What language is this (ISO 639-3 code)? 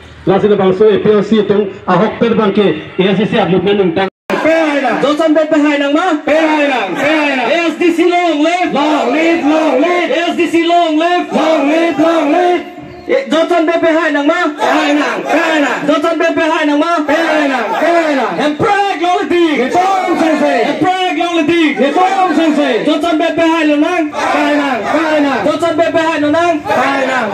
mjw